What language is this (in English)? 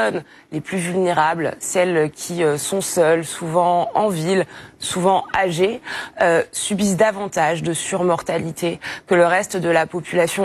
French